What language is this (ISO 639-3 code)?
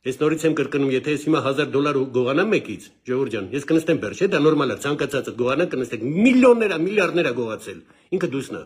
hye